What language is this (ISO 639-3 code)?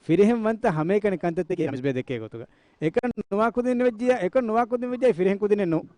div